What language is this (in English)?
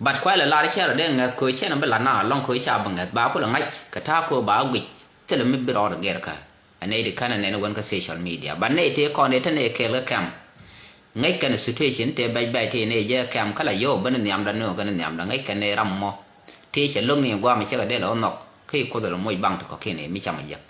Nuer